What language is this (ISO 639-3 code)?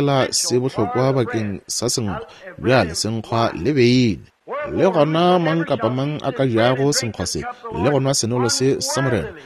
nso